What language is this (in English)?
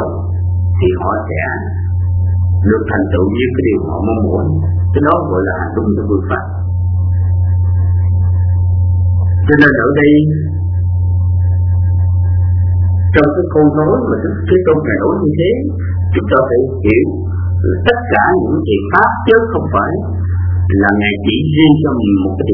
Vietnamese